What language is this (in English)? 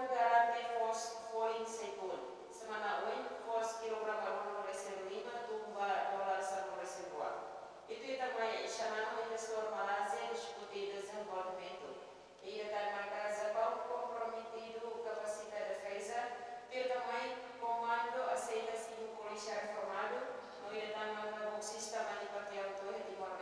Tetum